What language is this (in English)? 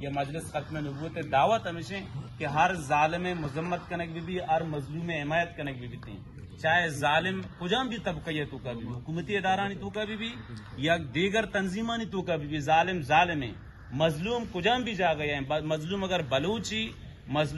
Eastern Balochi